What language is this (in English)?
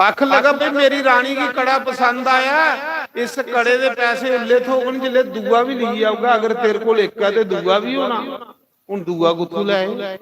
Dogri